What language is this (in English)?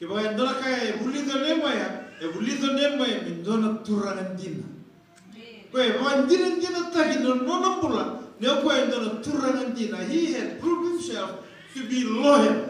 Fijian